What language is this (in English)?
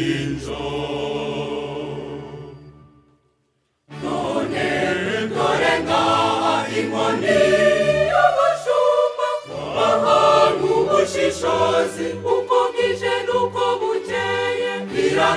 Kinyarwanda